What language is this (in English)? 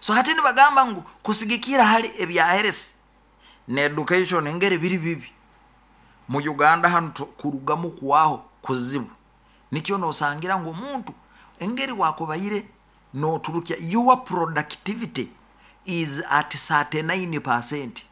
Nyoro